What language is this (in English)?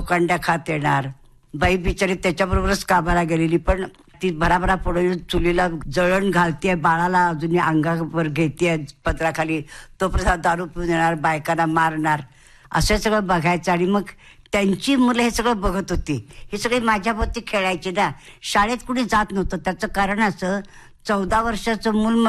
Marathi